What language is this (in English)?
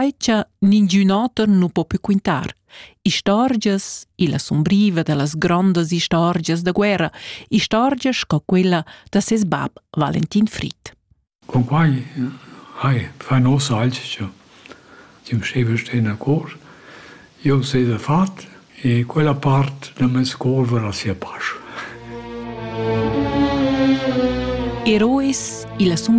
Romansh